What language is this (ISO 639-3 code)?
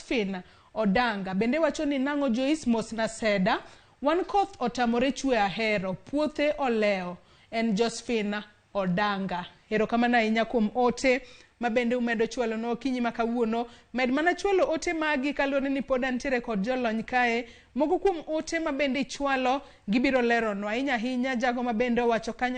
luo